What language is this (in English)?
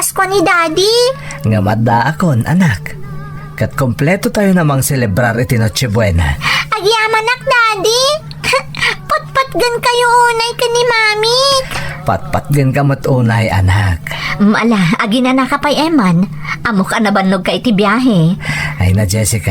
Iloko